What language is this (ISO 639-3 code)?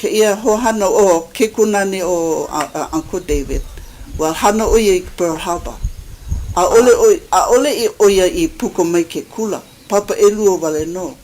haw